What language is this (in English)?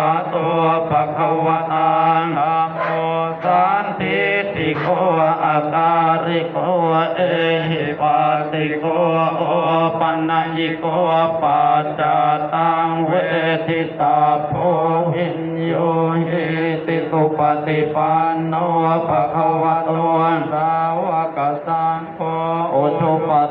Pali